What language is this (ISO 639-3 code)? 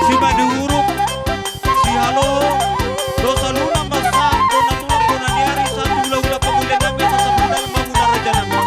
bbc